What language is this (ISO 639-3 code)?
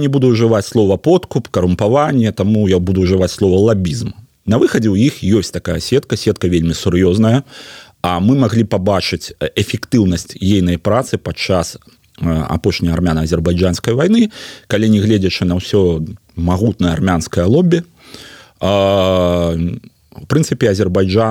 bel